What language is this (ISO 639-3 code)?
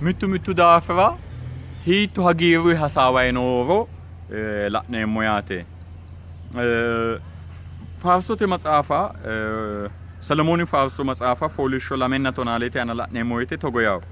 sid